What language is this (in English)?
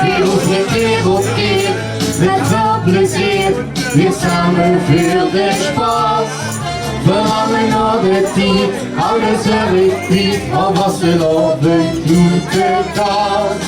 Limburgish